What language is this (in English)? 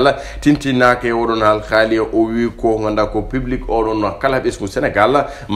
Fula